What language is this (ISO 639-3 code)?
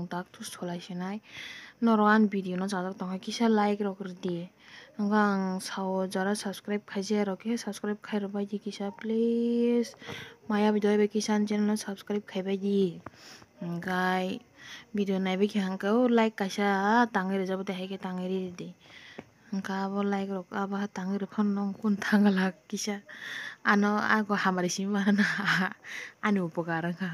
trp